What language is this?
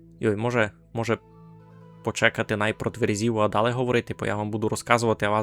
Rusyn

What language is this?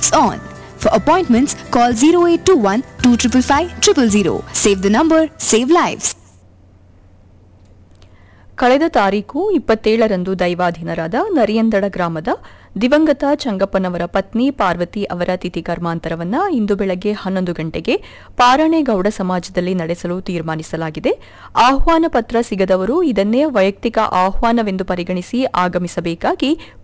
Kannada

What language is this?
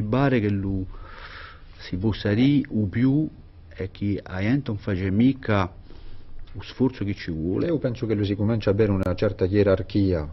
Corsican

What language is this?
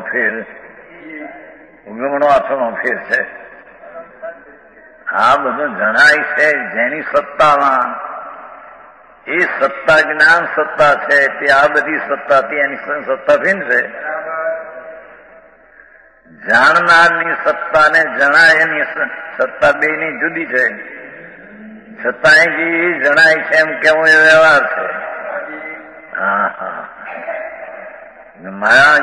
Gujarati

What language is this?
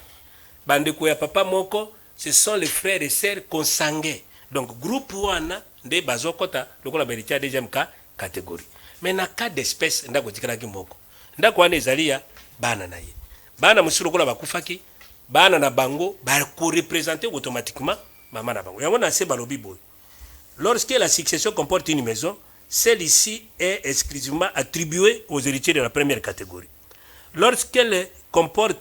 Lingala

